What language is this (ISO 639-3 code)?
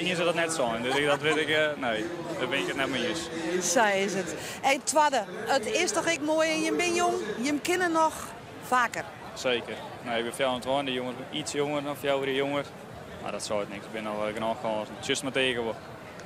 fry